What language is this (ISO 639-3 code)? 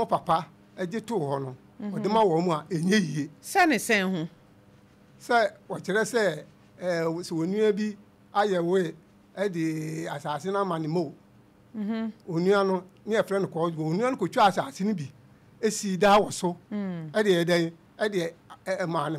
aka